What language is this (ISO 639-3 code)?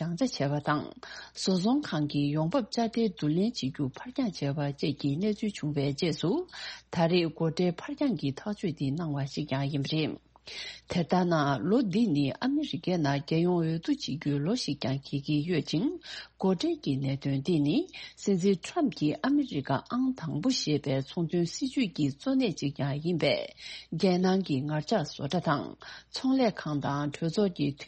bod